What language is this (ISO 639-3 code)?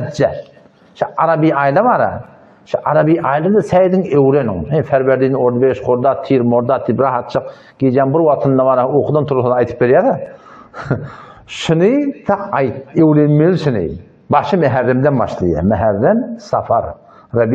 tuk